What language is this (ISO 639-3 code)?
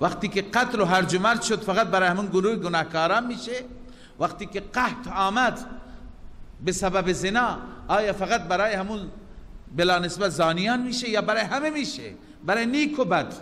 fas